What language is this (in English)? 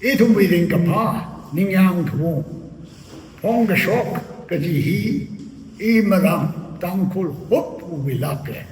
Tangkhul Naga (India)